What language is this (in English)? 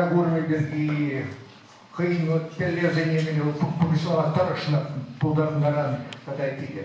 Chuvash